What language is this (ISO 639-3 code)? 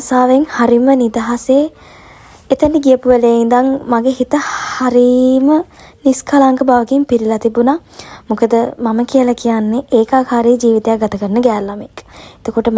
sin